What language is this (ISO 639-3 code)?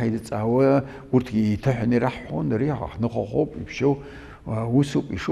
abk